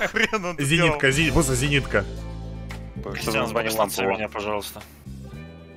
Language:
Russian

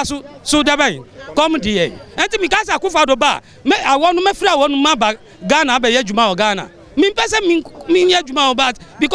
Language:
Akan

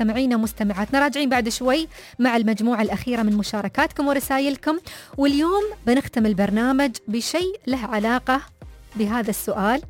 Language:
Najdi Arabic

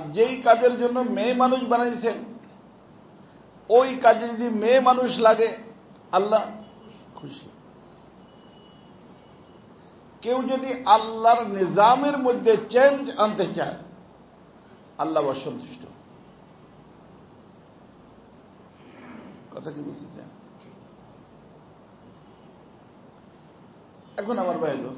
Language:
Bangla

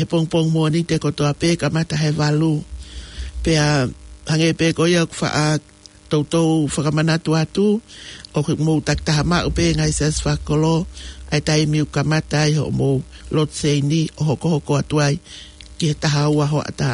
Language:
Tongan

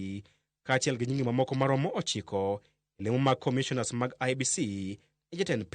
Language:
Luo (Kenya and Tanzania)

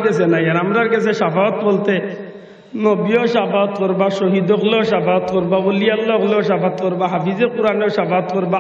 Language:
Sylheti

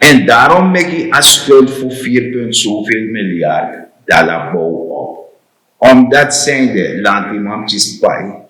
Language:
Sranan Tongo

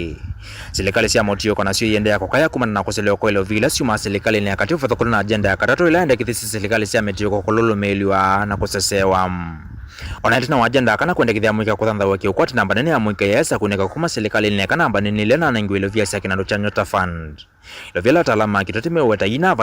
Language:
Kamba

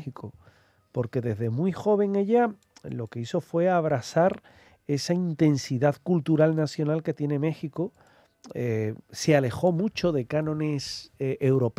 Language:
Spanish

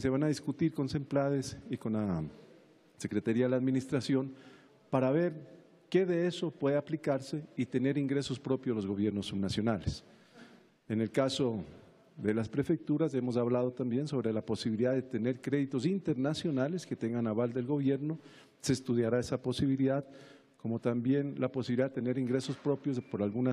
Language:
Spanish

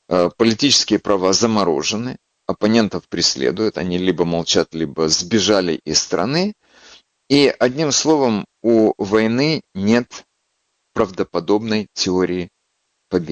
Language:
Russian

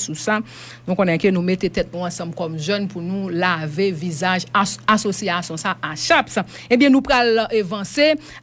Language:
Haitian Creole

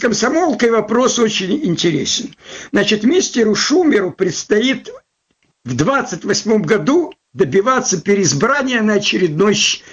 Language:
Russian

